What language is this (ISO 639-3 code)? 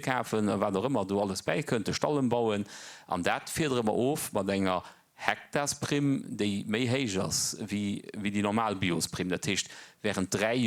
ltz